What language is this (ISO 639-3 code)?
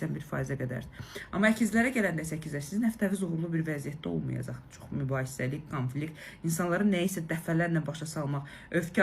aze